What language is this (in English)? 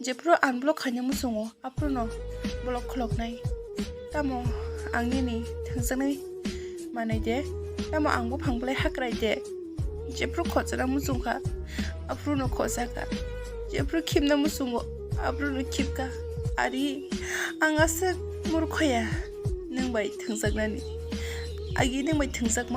Kok Borok